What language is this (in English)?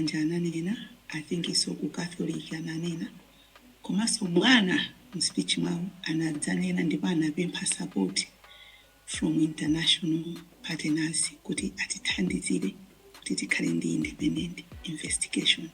Nyanja